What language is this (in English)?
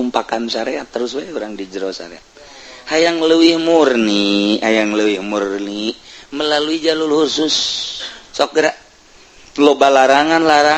Sundanese